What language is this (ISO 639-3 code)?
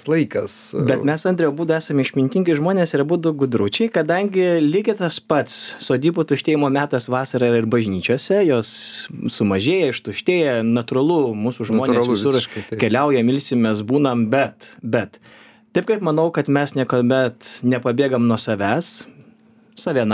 lit